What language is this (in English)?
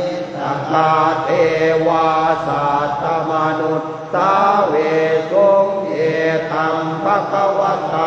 Pali